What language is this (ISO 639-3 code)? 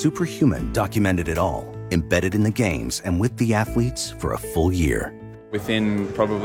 eng